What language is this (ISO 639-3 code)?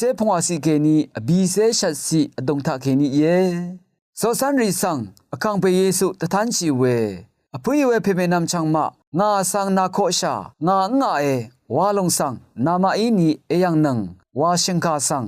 raw